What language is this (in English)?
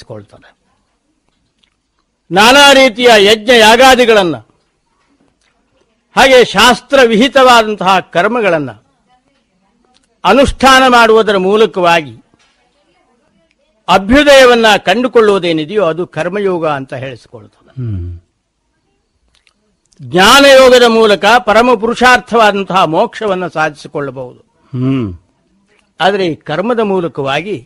Kannada